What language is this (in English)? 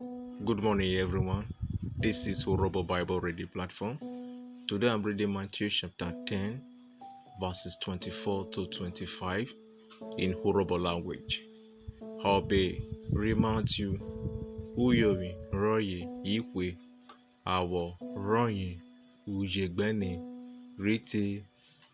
Urhobo